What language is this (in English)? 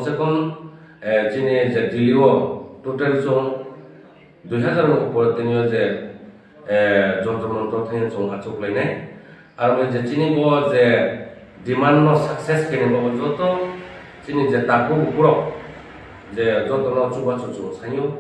Kok Borok